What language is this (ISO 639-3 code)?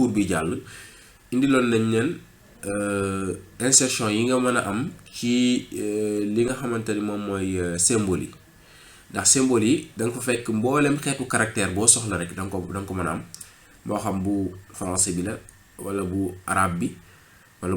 wol